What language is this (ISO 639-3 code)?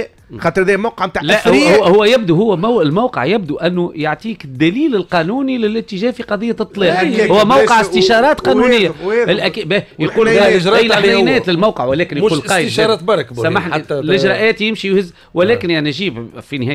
aeb